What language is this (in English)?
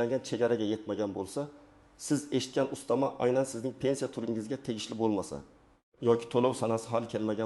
Uzbek